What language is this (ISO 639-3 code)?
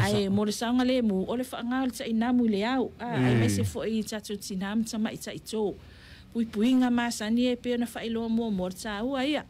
smo